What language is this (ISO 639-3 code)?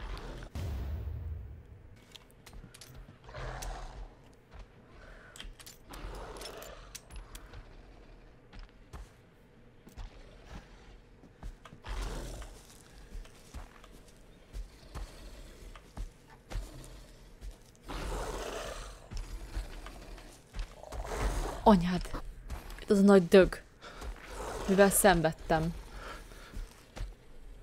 hun